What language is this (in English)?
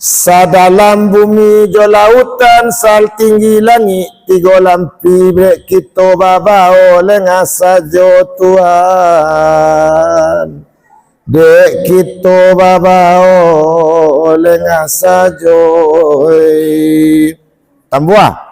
Minangkabau